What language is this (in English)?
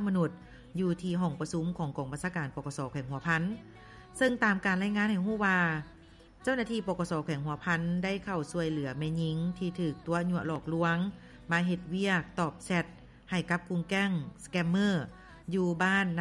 Lao